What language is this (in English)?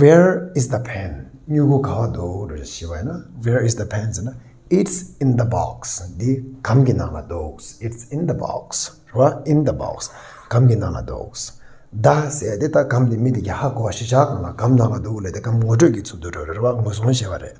Tibetan